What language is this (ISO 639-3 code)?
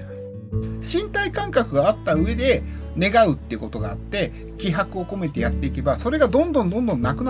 jpn